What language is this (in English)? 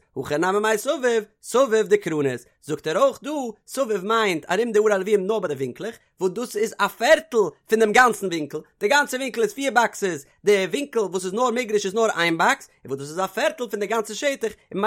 Yiddish